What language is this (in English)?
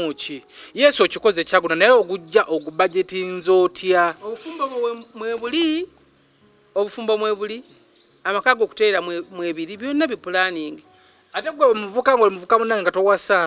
Ganda